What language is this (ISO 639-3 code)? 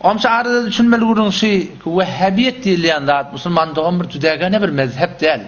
tuk